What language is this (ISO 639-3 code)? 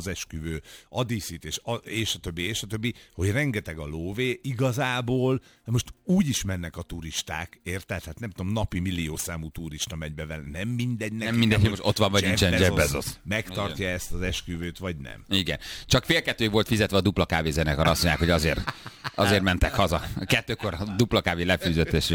hun